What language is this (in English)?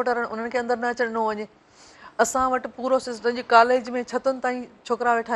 Sindhi